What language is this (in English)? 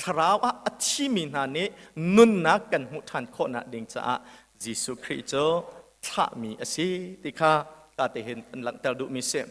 Hakha Chin